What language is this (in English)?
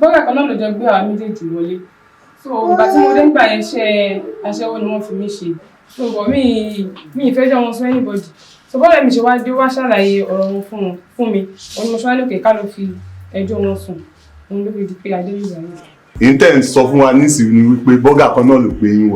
Yoruba